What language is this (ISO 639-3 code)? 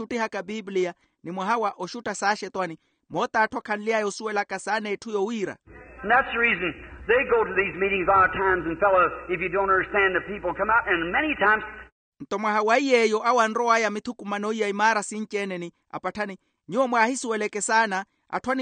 vmw